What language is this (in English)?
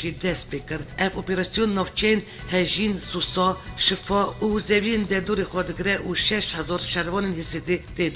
Kurdish